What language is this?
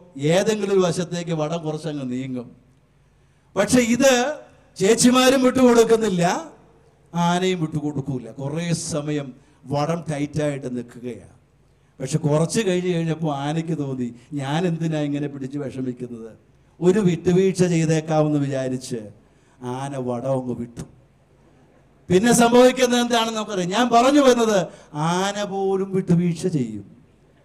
Malayalam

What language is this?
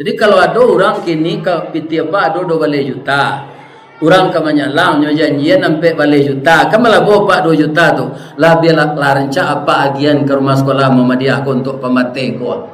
Minangkabau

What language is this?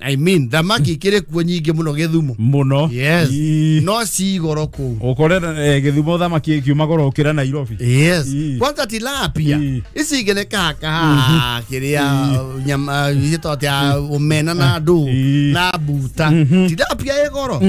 Kikuyu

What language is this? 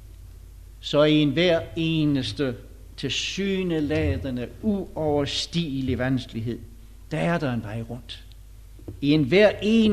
Danish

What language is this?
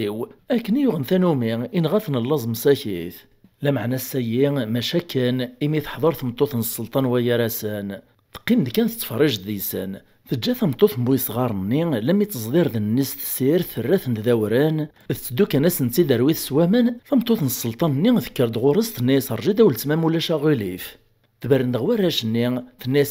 Kabyle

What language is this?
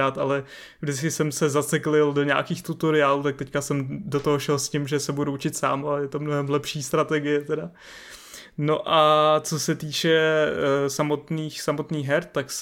Czech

